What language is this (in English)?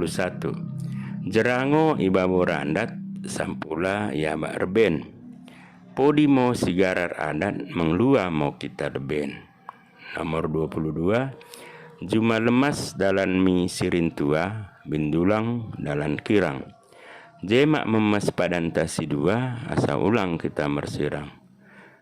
Batak Dairi